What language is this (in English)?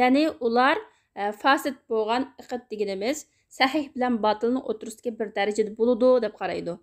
Uyghur